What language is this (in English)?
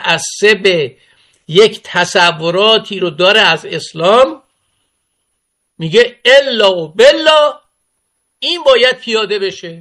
Persian